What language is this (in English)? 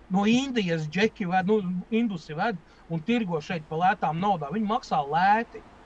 Latvian